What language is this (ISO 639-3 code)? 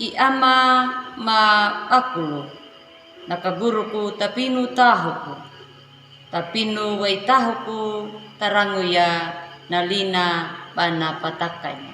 akg